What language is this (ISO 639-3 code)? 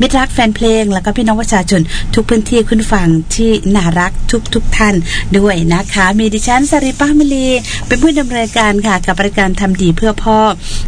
tha